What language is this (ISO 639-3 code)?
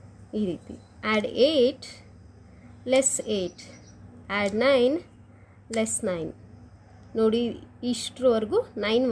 kan